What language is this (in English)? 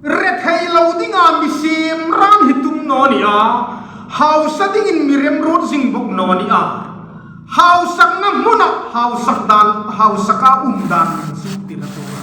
Hmar